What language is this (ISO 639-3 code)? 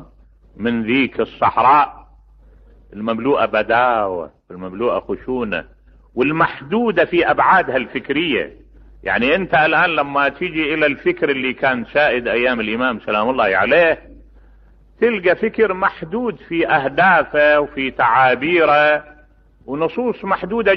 acm